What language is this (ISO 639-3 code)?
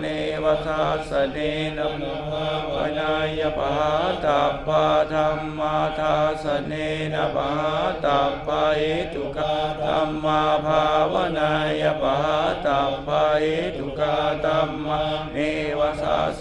pli